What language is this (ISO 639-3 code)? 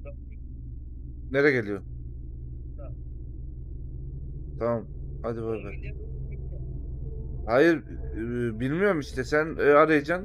tur